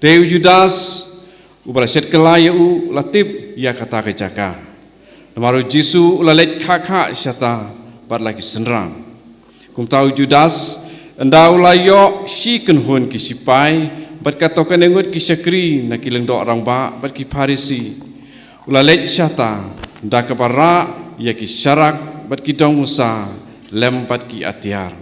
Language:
Khasi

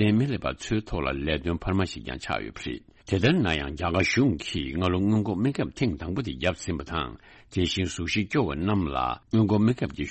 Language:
Tibetan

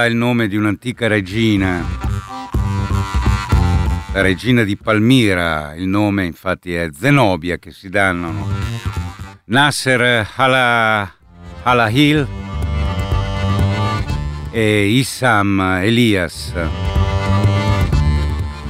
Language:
Italian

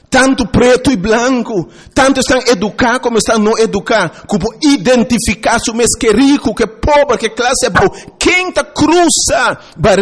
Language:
Papiamento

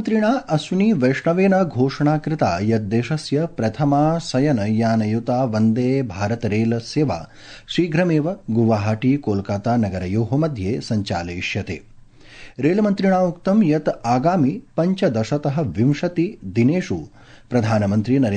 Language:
Sanskrit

